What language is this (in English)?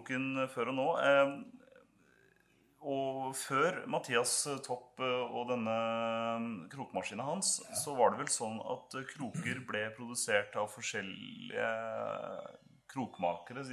Norwegian